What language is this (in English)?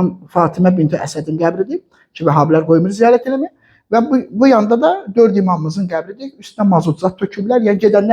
Azerbaijani